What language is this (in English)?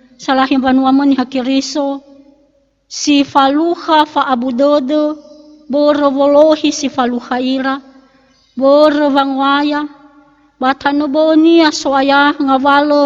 Nias